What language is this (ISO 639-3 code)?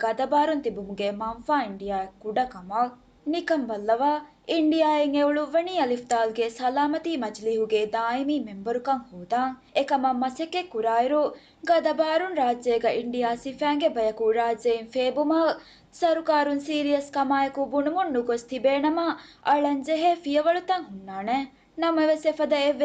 div